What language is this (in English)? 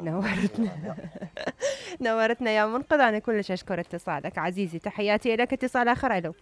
Mesopotamian Arabic